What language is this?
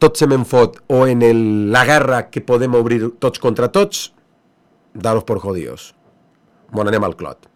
Catalan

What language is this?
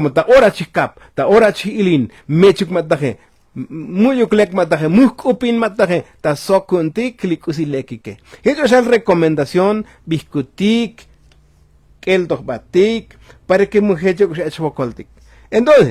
Tzotzil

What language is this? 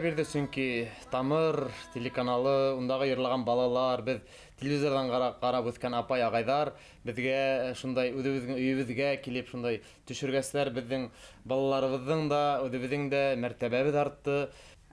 Bashkir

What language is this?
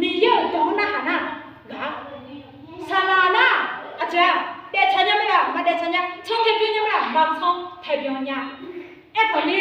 Akha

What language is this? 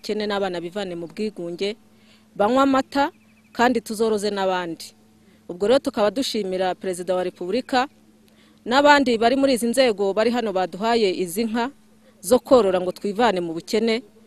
Kinyarwanda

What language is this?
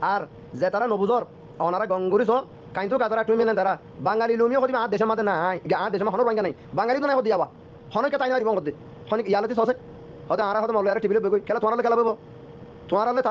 Rohingya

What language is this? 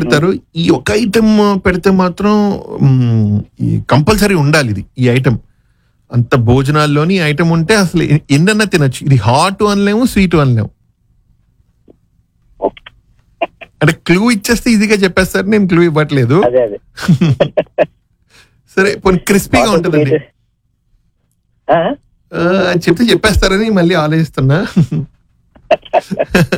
Telugu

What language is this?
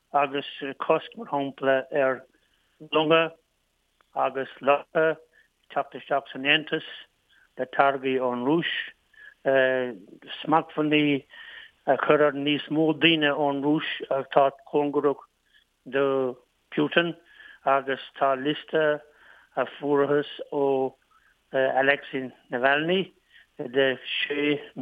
Irish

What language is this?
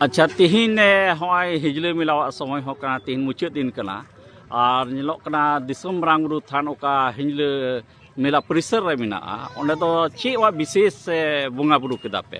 Santali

